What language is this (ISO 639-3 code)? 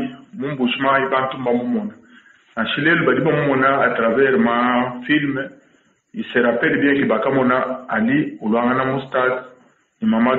lua